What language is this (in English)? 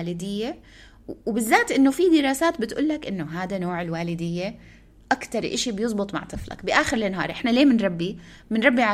North Levantine Arabic